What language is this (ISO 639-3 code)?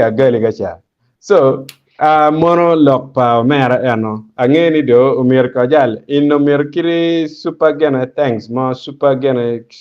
ach